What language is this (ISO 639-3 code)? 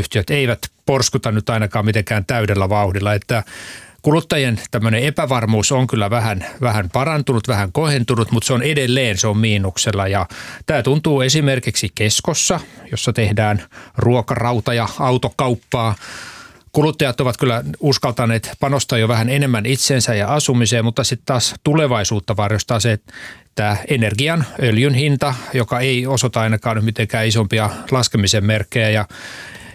fin